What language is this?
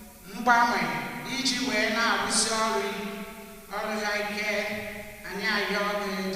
Igbo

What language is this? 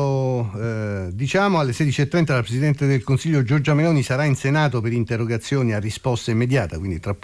Italian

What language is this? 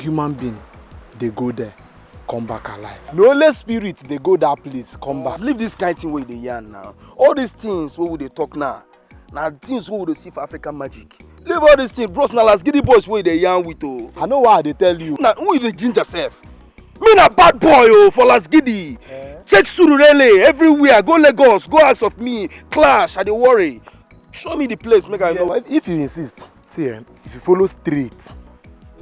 Nigerian Pidgin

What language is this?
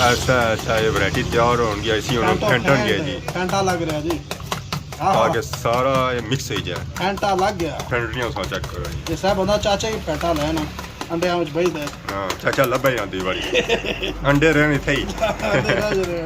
Pahari-Potwari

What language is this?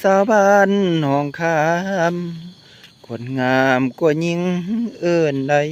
Lao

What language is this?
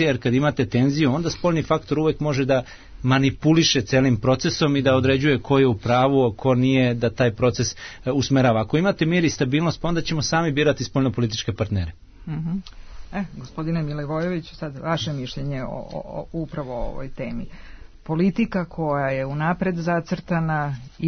Serbian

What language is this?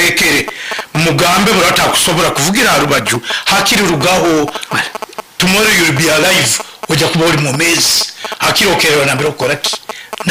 Nyankole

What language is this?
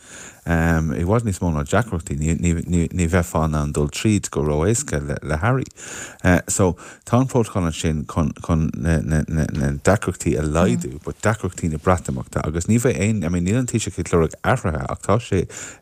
Irish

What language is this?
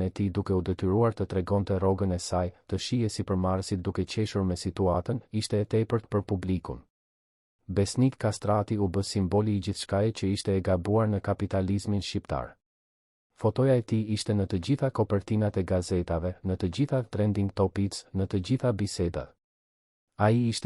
Albanian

